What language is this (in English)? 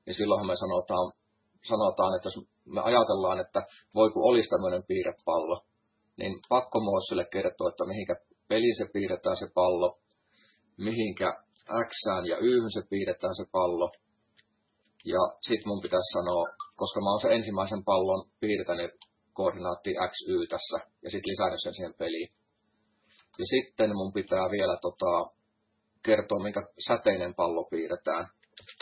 Finnish